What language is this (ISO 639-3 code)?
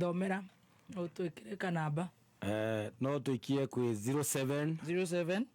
kik